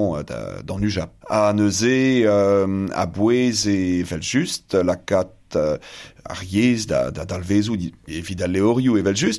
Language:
Breton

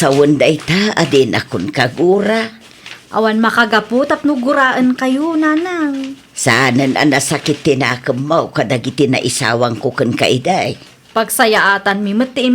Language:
Iloko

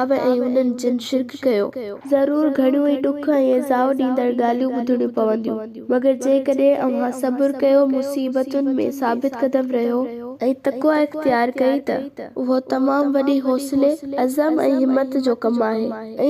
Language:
Sindhi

